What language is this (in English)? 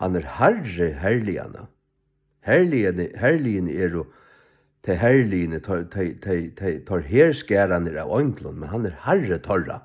Faroese